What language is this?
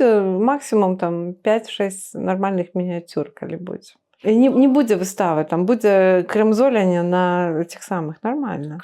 Belarusian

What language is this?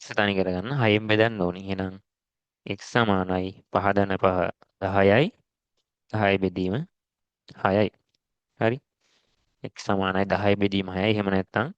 Sinhala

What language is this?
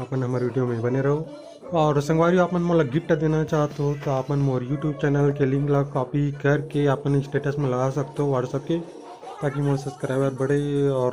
Chhattisgarhi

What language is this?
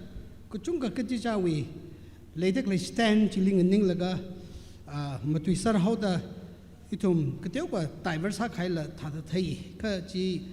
Tangkhul Naga (India)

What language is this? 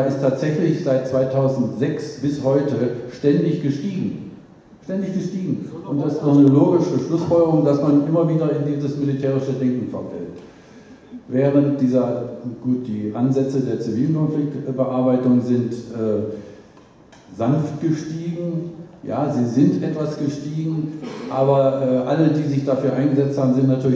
German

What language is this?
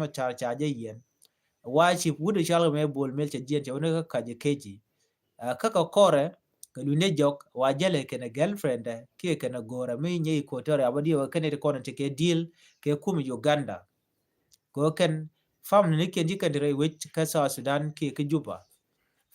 Nuer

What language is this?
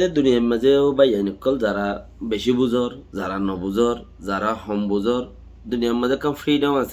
Rohingya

